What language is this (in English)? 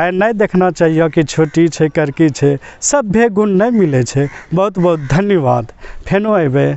Angika